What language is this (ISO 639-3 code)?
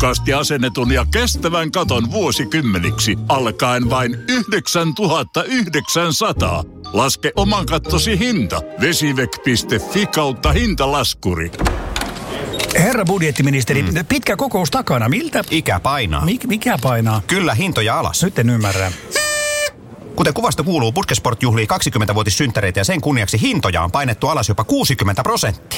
fin